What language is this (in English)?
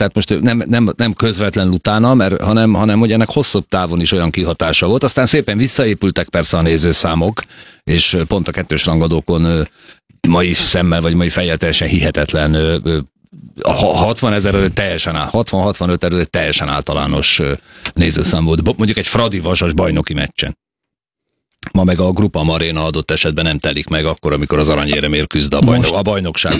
Hungarian